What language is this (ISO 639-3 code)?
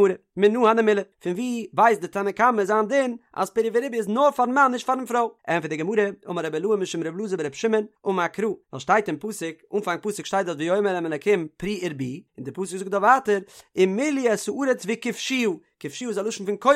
yid